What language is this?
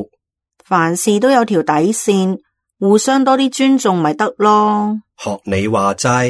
Cantonese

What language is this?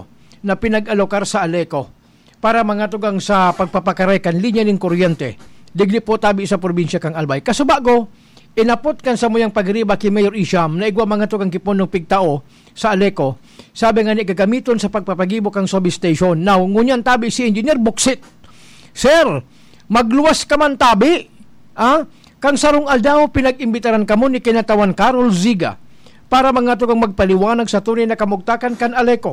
Bikol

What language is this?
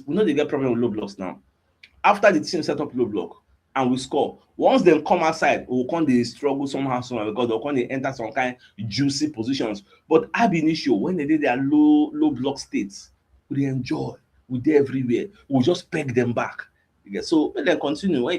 Nigerian Pidgin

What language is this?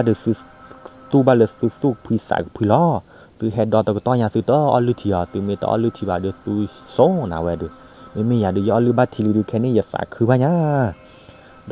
S'gaw Karen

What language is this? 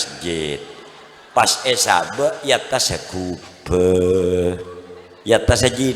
Madurese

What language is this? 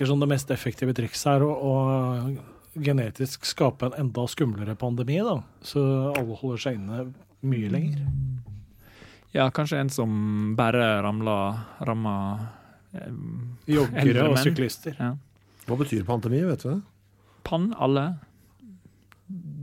Norwegian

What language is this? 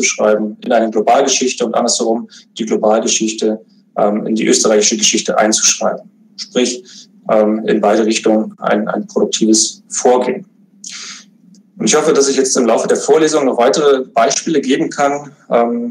German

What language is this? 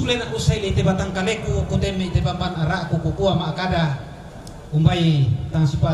Toraja-Sa'dan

